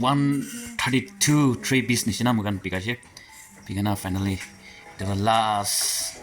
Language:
Naga Pidgin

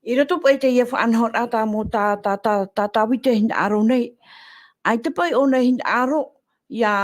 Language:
Tahitian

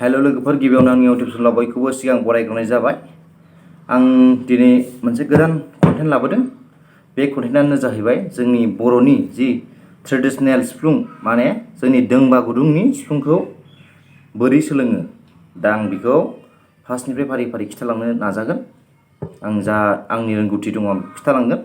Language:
Bodo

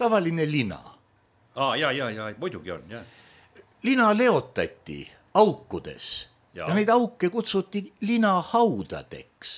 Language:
Estonian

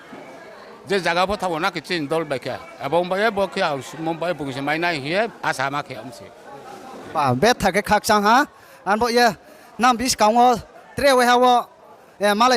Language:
Riang (India)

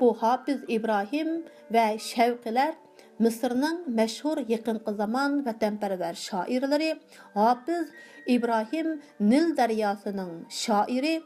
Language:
Uyghur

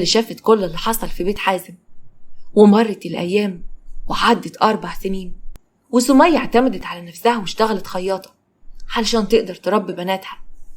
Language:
Egyptian Arabic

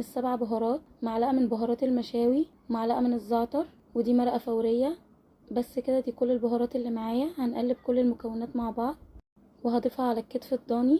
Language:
Egyptian Arabic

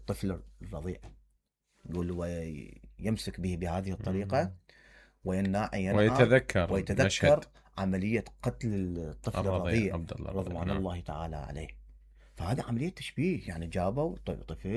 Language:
Mesopotamian Arabic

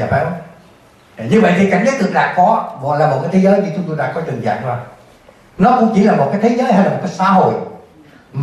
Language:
Vietnamese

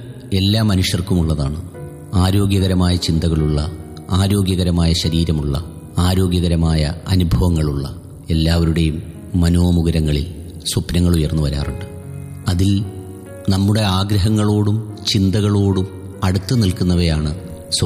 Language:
Malayalam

